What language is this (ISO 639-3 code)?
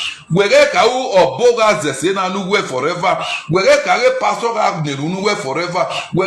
pcm